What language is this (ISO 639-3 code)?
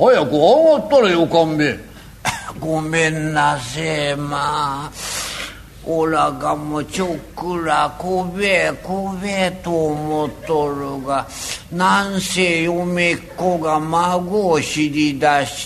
jpn